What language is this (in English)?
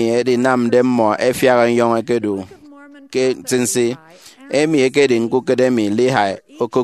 Efik